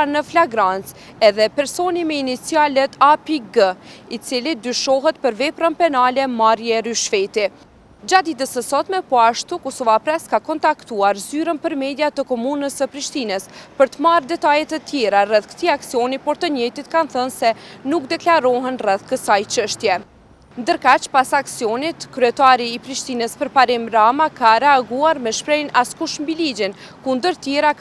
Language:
Albanian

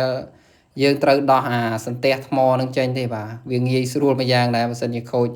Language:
Khmer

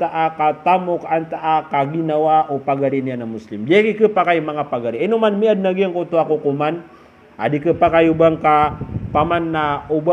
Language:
Maranao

